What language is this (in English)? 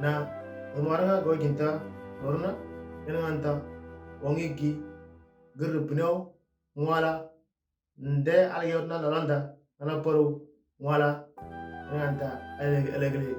Moro